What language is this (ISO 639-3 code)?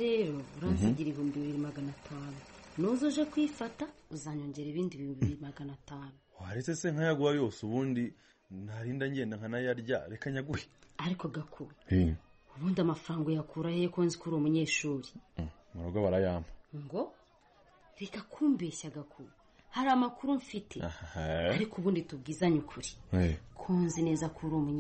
kin